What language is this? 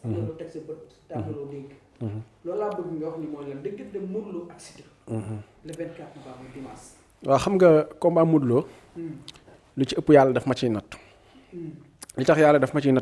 Wolof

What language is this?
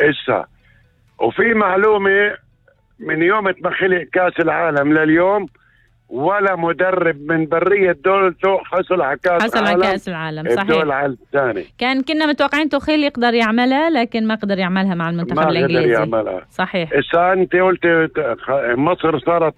North Levantine Arabic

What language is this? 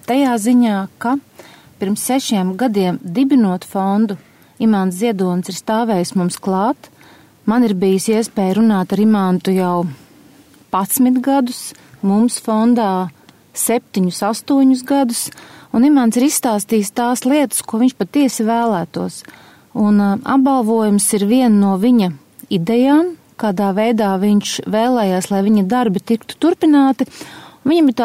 Latvian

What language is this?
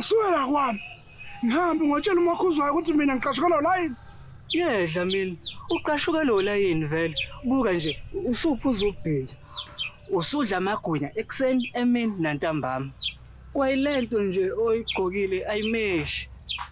Zulu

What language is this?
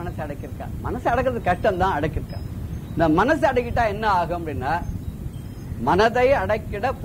Tamil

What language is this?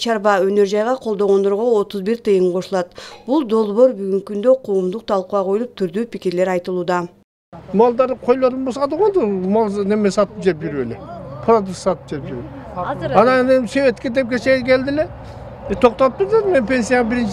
Kyrgyz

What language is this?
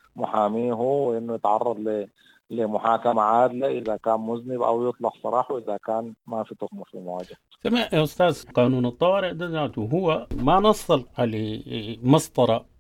Sudanese Arabic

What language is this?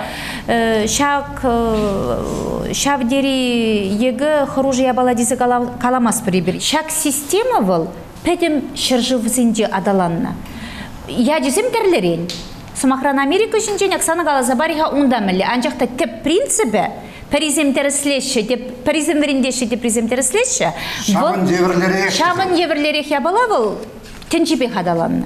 Chuvash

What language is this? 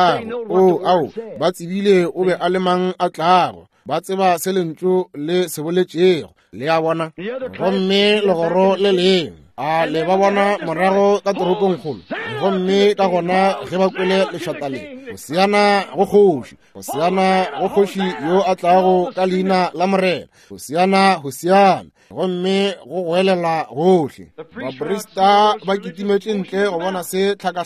Northern Sotho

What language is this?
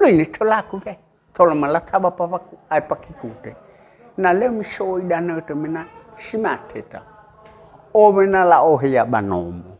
Nias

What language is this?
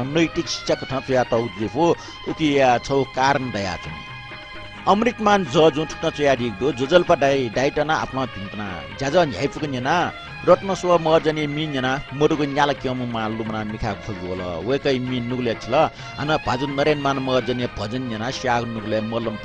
Newari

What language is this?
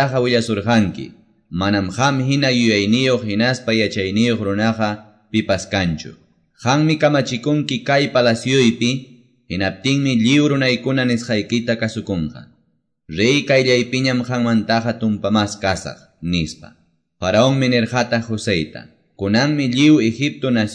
Quechua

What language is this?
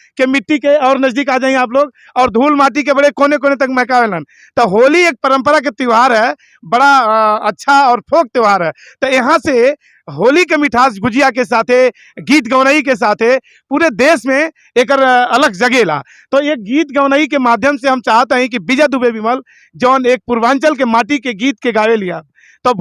Bhojpuri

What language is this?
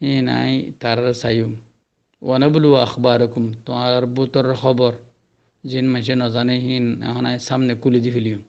Rohingya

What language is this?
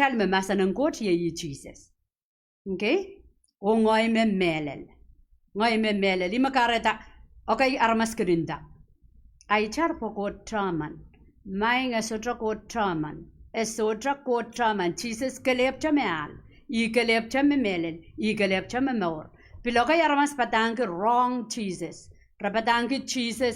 Pohnpeian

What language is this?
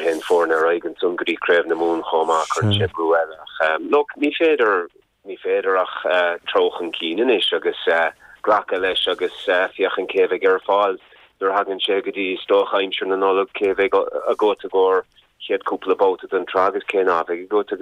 Irish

